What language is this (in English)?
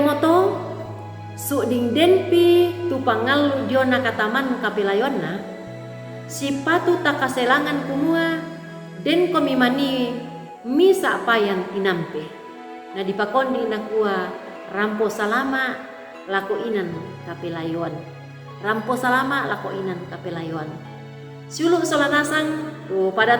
Toraja-Sa'dan